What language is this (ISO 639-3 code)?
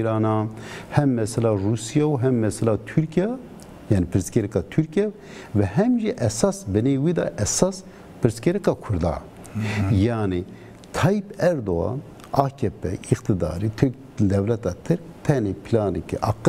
zza